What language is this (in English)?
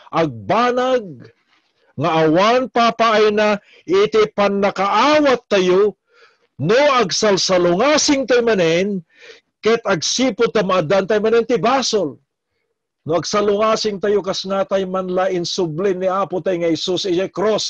Iloko